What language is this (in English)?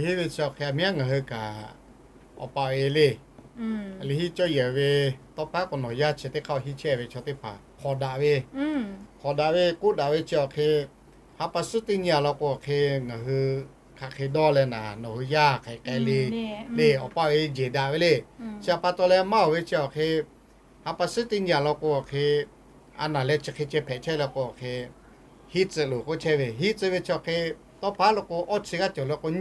Lahu